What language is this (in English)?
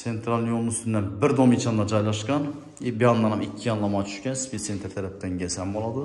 Uzbek